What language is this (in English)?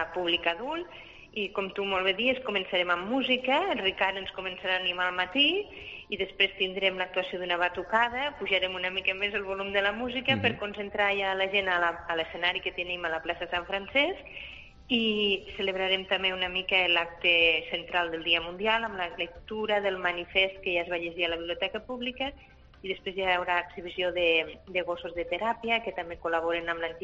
Catalan